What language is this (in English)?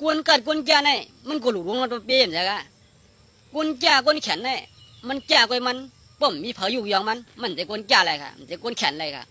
Shan